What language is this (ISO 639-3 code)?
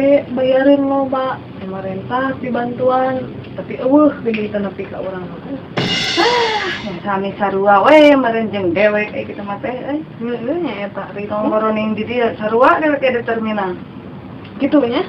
sun